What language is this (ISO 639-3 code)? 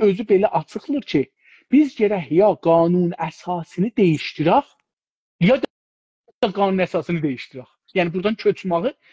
azb